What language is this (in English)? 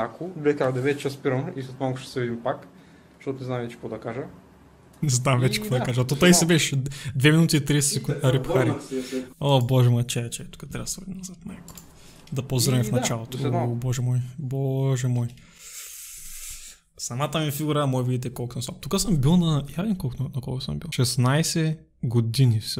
Bulgarian